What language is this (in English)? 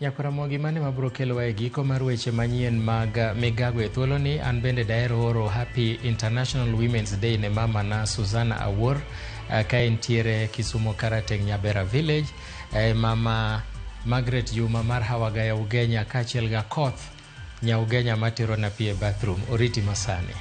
Luo (Kenya and Tanzania)